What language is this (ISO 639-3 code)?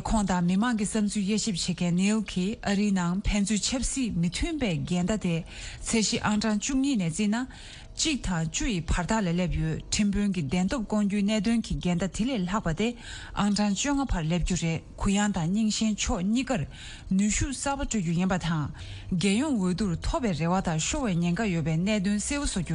bod